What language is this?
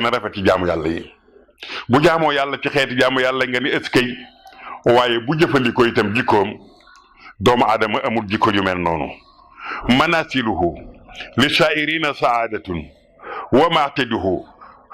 Wolof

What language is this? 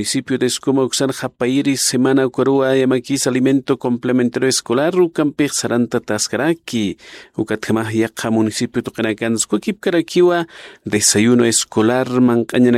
Aymara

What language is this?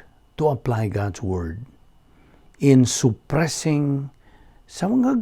Cebuano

